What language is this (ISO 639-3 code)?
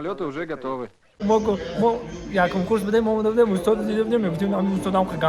tgk